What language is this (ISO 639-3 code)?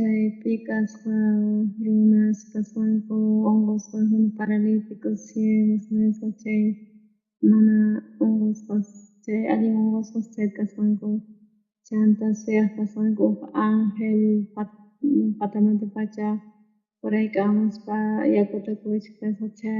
quh